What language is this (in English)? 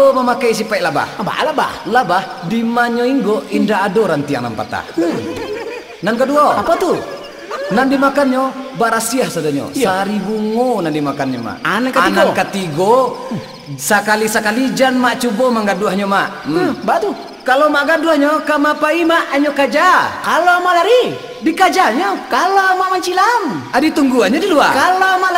Minangkabau